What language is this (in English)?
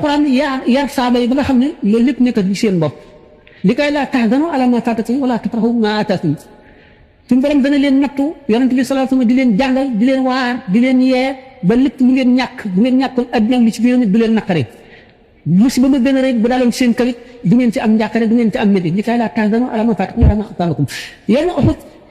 Wolof